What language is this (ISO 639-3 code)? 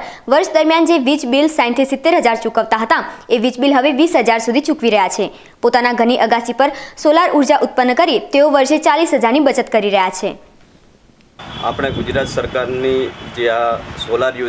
guj